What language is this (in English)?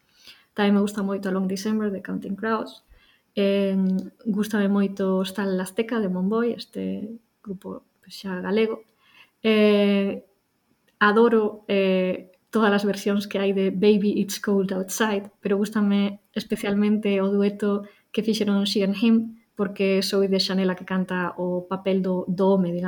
Galician